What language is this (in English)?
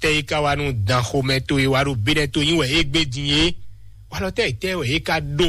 Fon